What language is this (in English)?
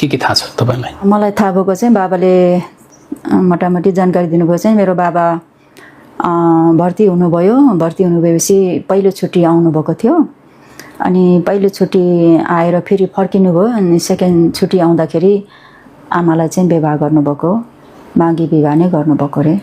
Nepali